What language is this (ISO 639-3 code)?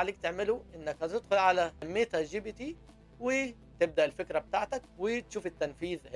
arz